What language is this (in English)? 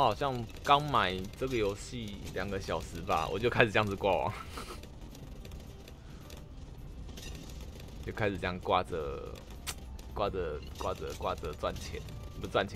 Chinese